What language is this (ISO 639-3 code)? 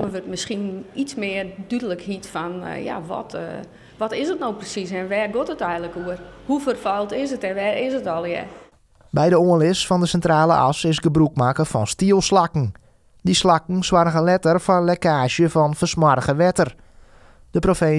fry